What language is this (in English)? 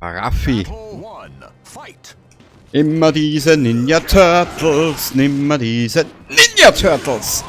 Bavarian